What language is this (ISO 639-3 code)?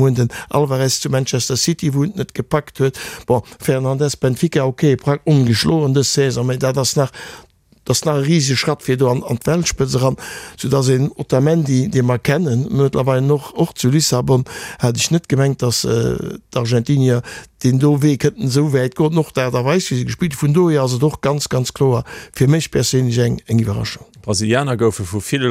ltz